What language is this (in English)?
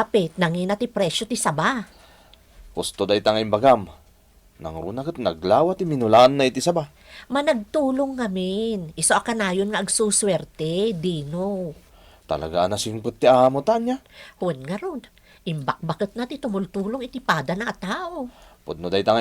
Iloko